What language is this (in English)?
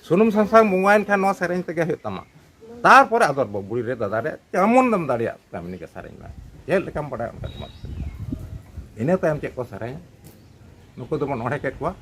Santali